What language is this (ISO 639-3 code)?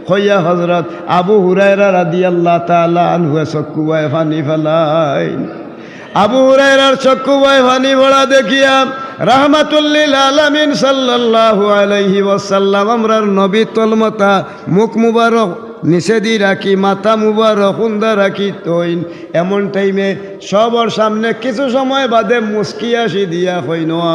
syl